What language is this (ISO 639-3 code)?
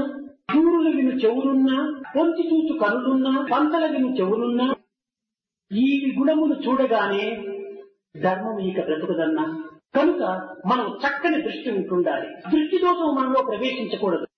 tel